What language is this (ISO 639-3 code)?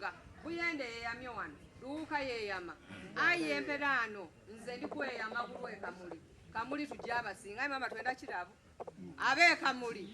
xog